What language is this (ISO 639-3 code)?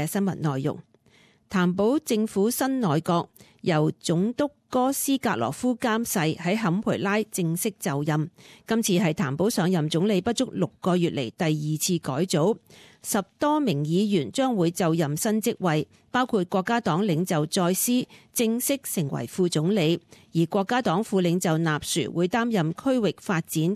yue